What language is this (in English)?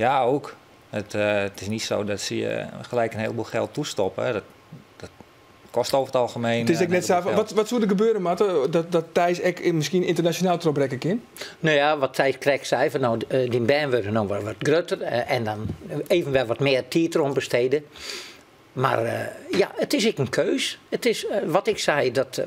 Western Frisian